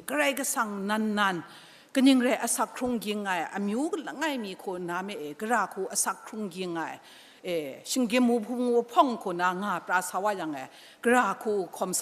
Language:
Kachin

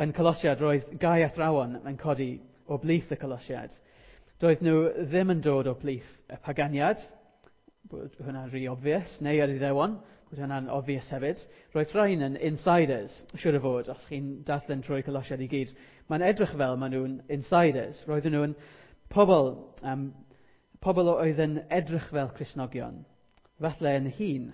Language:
Welsh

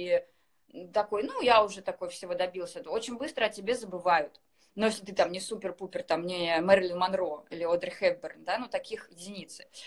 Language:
Russian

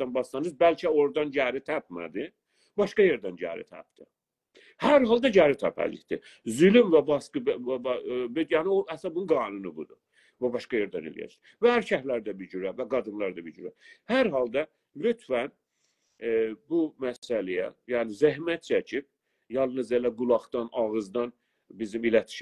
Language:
South Azerbaijani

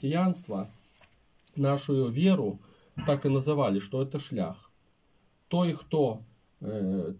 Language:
Belarusian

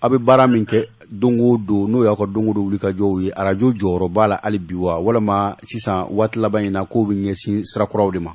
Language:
Bambara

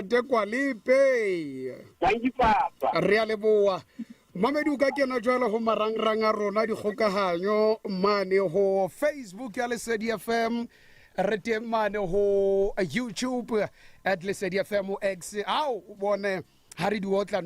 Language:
Southern Sotho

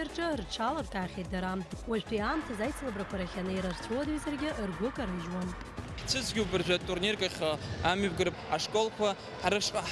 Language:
Abkhazian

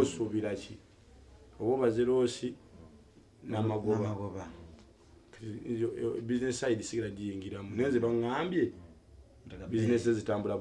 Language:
Ganda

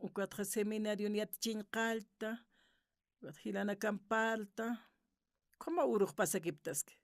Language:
Aymara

